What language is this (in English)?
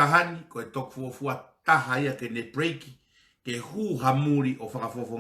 Tongan